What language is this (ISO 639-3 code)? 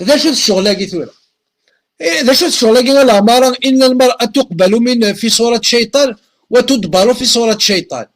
kab